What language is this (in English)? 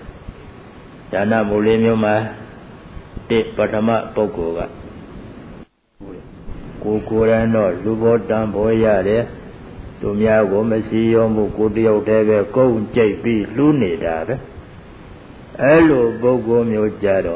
Burmese